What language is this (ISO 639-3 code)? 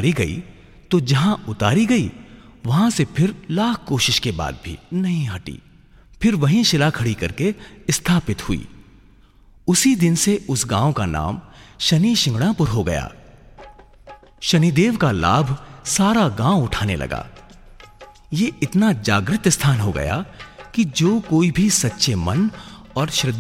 hin